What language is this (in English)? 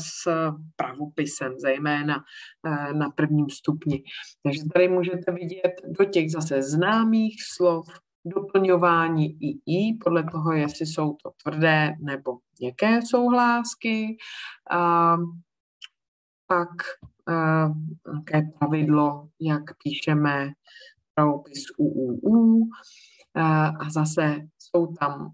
Czech